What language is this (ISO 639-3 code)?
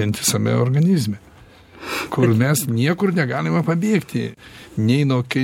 lit